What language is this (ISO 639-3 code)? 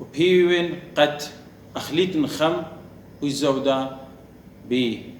aii